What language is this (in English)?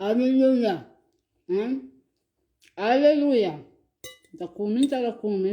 Kabuverdianu